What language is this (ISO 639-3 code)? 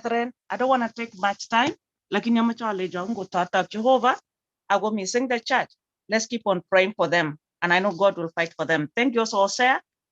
kln